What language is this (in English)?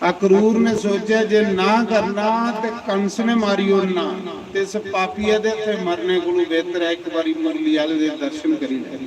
Dogri